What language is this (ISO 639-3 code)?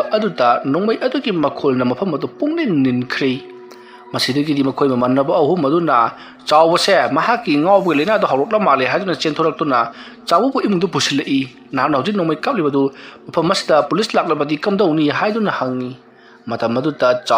mni